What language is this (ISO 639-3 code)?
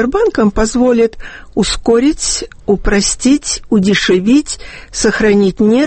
rus